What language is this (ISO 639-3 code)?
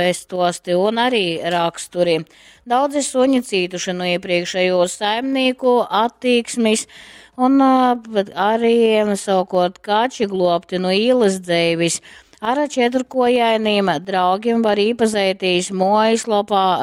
ltg